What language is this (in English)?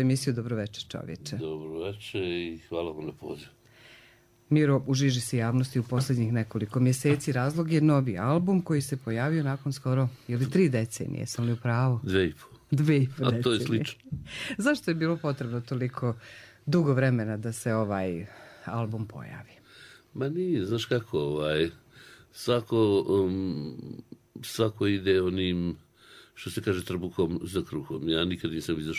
Bosnian